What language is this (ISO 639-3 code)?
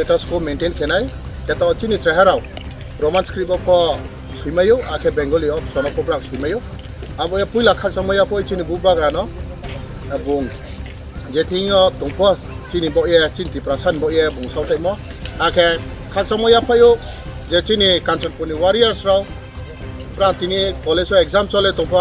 ria